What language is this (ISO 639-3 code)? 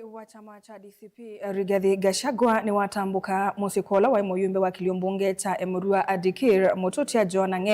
kam